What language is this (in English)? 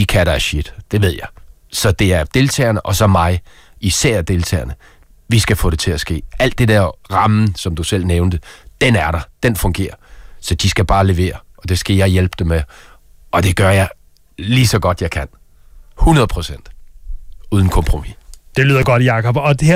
Danish